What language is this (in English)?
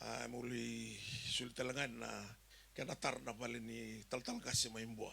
Fijian